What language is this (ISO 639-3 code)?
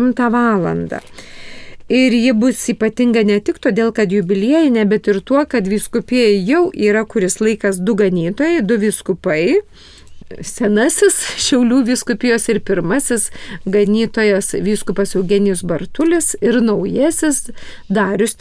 lit